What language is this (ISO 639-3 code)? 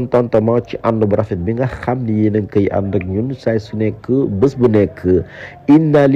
wol